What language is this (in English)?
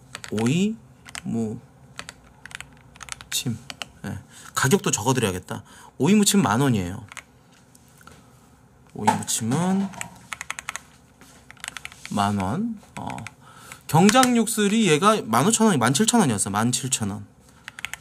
Korean